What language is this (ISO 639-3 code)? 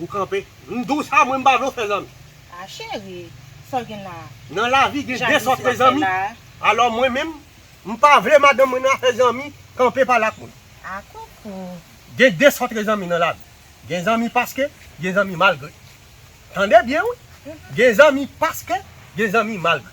hat